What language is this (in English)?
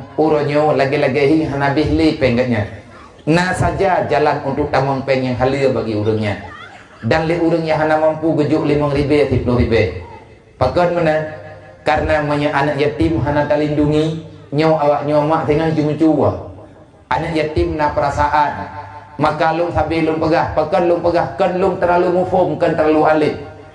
Achinese